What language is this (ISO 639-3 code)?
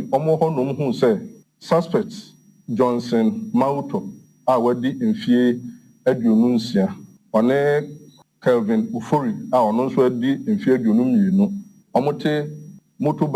aka